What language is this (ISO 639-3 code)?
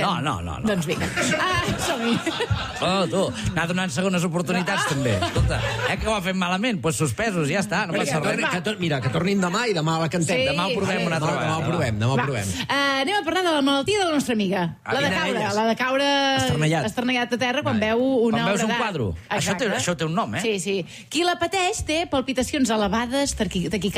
cat